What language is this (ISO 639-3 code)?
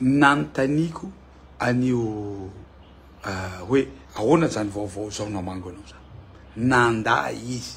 mlg